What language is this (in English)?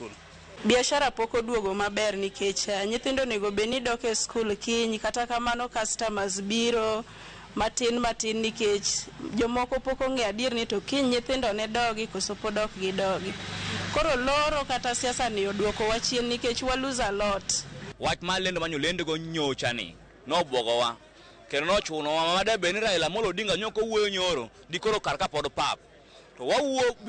Luo (Kenya and Tanzania)